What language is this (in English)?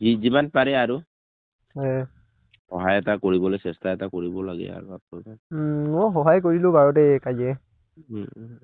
Assamese